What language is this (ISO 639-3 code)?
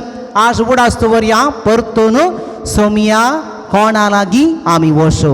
kok